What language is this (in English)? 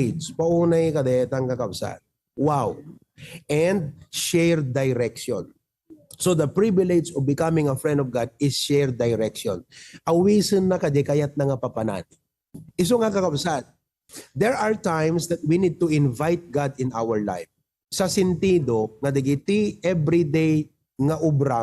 Iloko